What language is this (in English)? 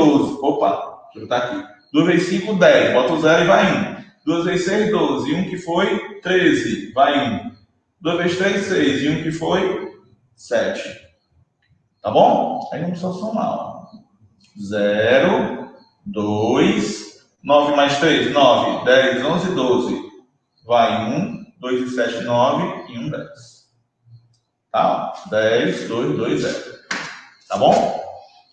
Portuguese